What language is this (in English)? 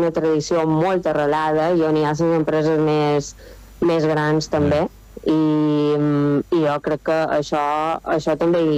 Catalan